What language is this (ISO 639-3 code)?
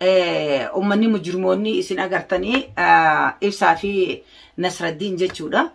orm